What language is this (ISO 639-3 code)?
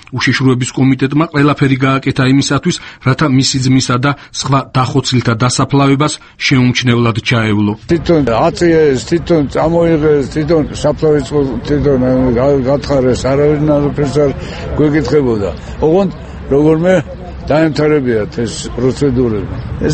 kat